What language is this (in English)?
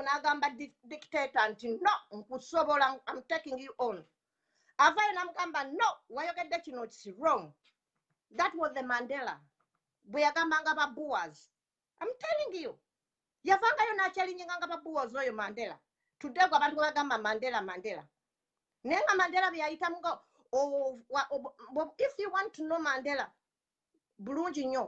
Ganda